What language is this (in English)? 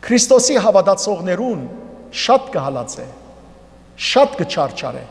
Western Armenian